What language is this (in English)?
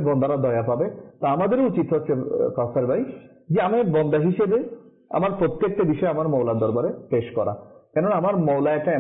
Bangla